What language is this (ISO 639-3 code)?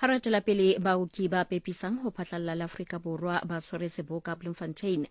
sot